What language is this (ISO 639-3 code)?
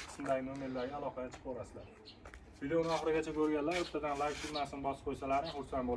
uzb